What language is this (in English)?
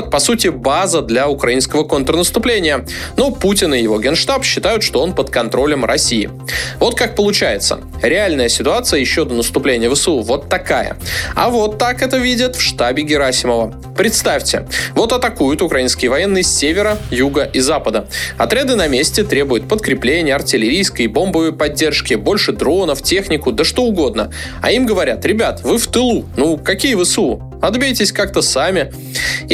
Russian